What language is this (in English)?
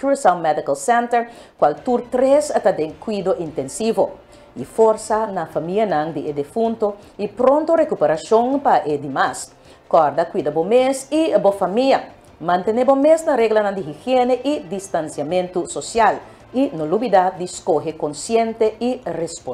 Papiamento